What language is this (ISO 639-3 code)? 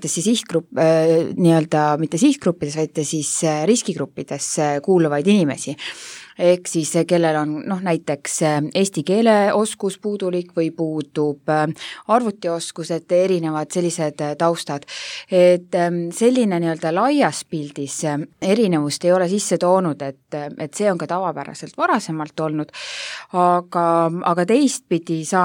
est